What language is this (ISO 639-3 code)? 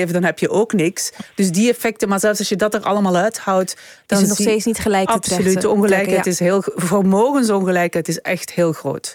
nld